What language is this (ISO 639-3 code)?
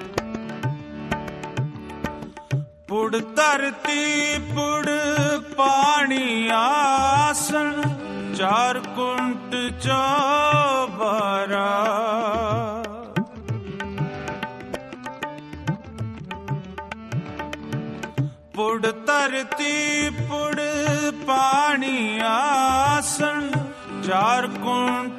pan